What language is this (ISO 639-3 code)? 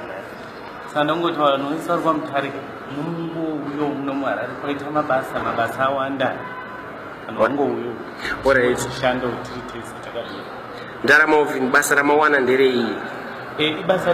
sna